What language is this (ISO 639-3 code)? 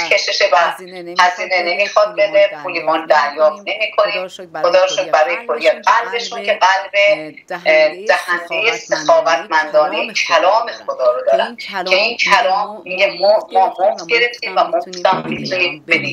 fas